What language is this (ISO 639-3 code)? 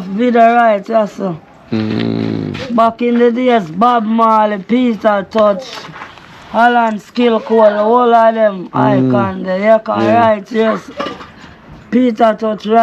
jam